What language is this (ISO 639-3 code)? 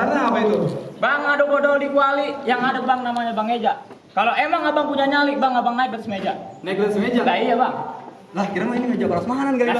bew